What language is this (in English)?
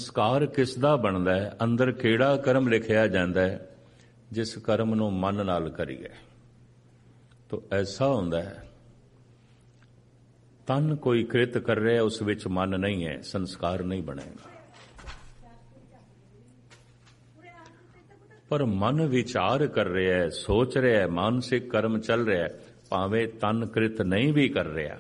Punjabi